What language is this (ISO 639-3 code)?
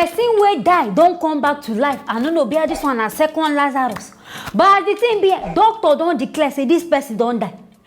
pcm